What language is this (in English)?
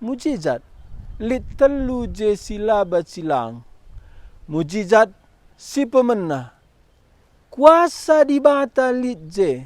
Batak Karo